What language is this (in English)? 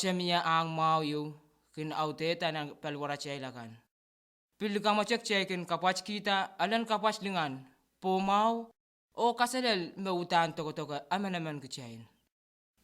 Pohnpeian